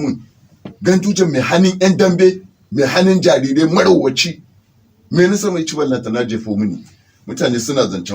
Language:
Hausa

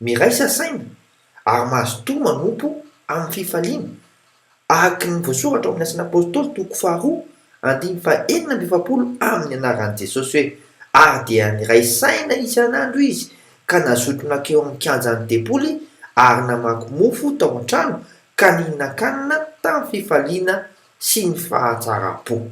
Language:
Malagasy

